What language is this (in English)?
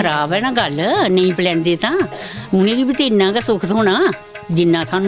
Dogri